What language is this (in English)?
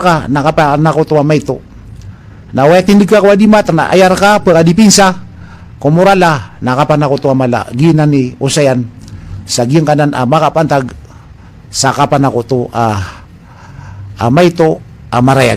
Maranao